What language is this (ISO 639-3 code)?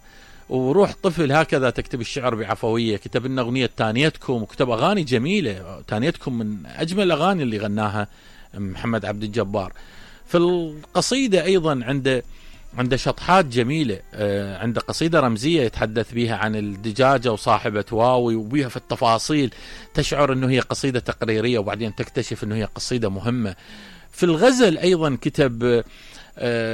acm